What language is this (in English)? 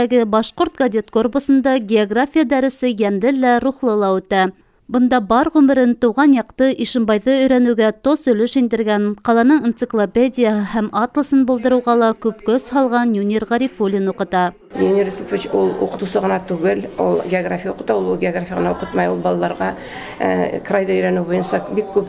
Bashkir